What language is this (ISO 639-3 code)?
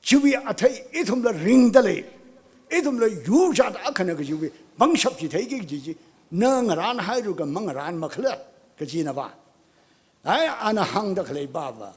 nmf